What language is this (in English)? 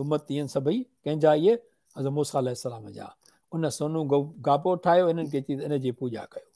Sindhi